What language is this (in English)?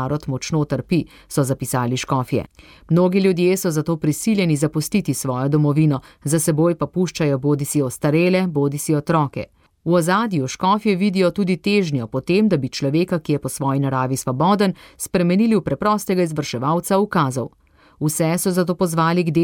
Slovenian